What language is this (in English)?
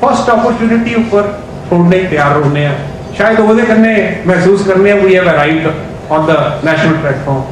Dogri